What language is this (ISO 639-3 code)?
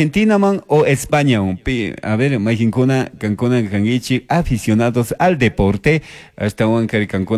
qug